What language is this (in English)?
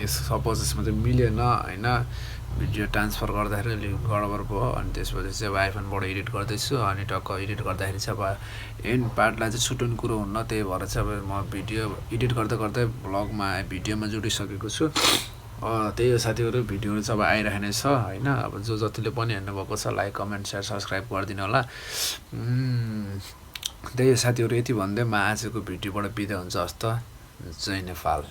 Nepali